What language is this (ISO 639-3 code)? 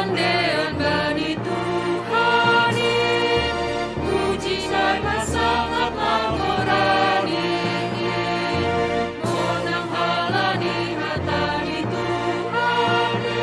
bts